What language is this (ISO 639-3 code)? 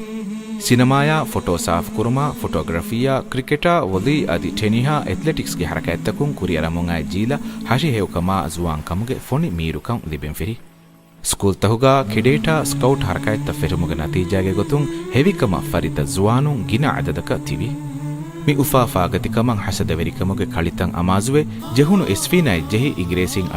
div